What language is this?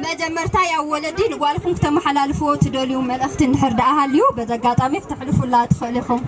Tigrinya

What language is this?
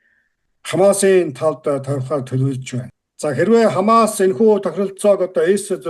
Mongolian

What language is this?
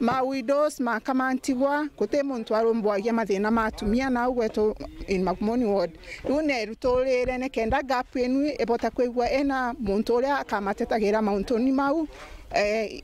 Meru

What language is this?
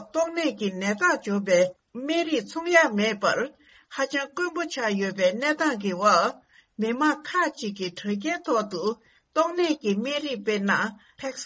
Tibetan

